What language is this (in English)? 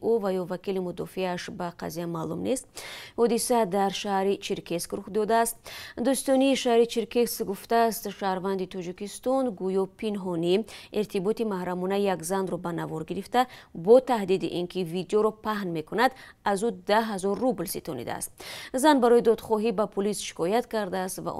Tajik